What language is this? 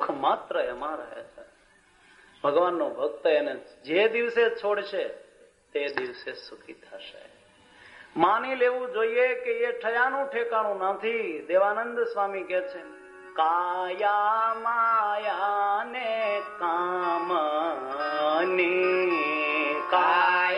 Gujarati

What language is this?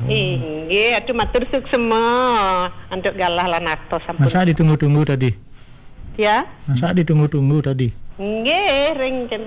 Balinese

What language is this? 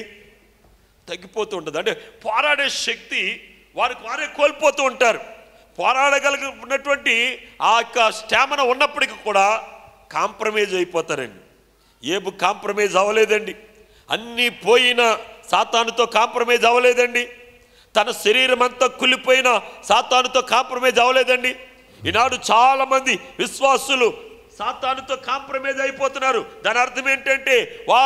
Telugu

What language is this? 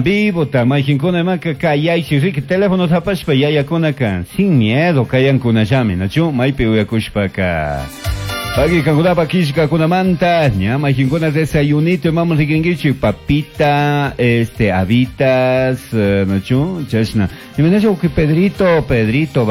Chimborazo Highland Quichua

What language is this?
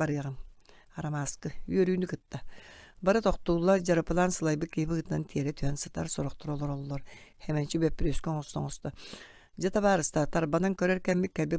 Yakut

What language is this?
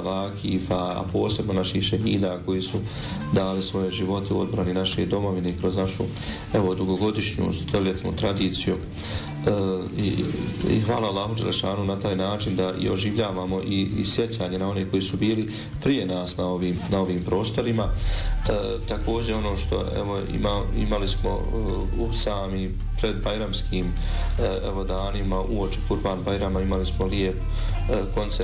Bosnian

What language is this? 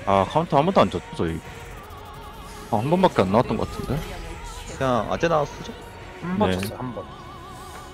Korean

